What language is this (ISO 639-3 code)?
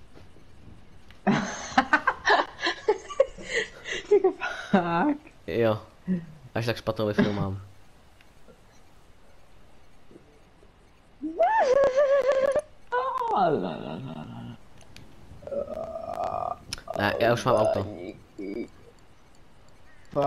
ces